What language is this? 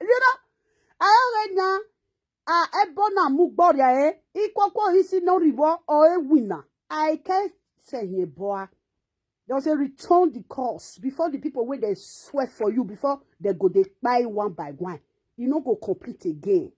Nigerian Pidgin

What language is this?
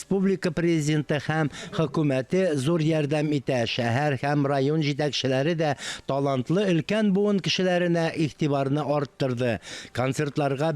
Tatar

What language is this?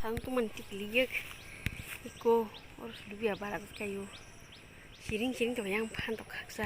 Kok Borok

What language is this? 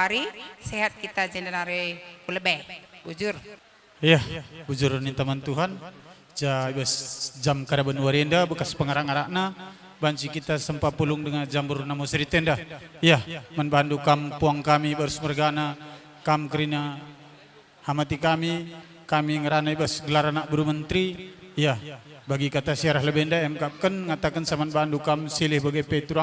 Batak Karo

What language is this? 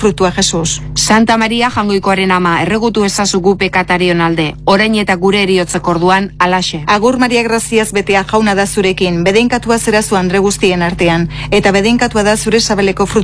Basque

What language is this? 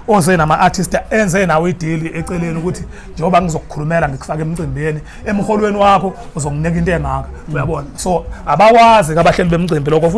Zulu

